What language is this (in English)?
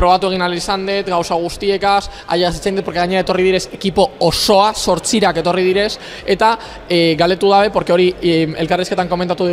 Basque